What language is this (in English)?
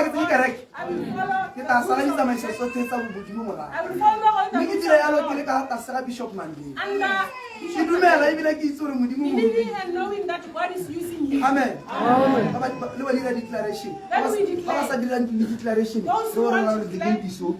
Tswana